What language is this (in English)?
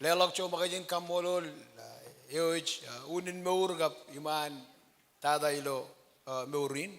Marshallese